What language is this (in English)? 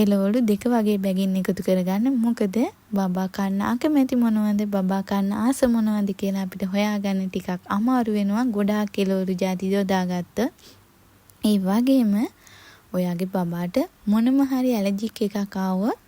Sinhala